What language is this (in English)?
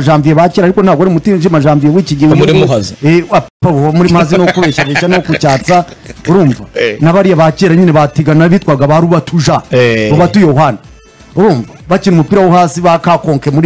Kinyarwanda